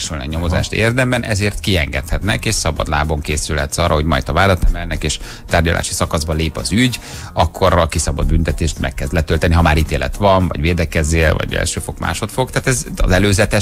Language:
Hungarian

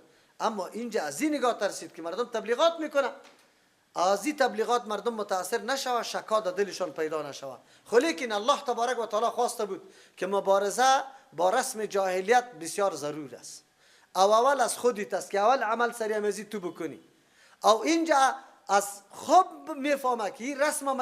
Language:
Persian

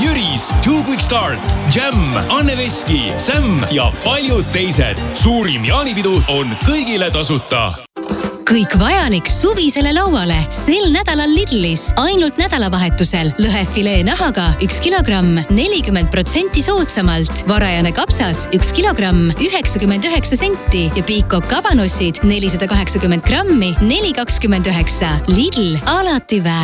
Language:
Estonian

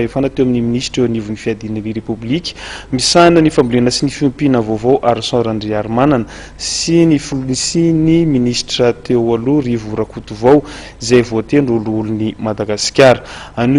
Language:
Malagasy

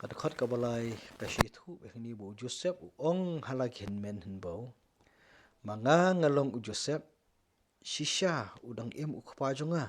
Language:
Khasi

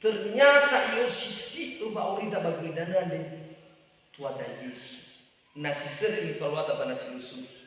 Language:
Nias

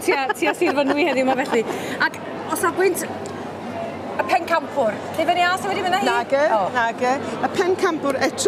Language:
Welsh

